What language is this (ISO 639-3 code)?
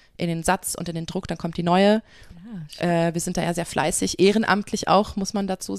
deu